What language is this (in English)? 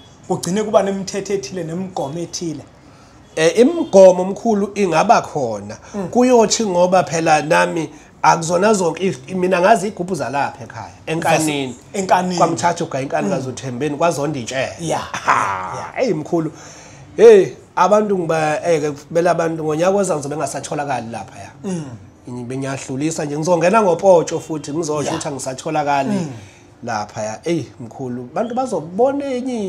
Zulu